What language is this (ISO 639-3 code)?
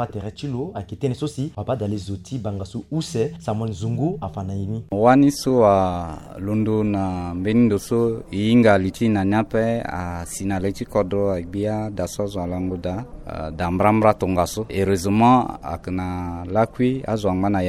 sag